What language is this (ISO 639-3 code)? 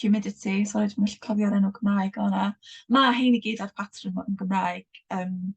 cym